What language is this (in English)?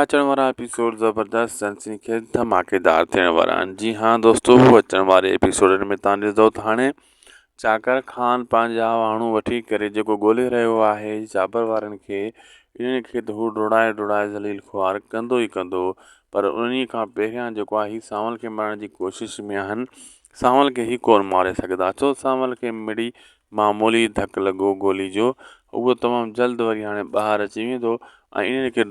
Sindhi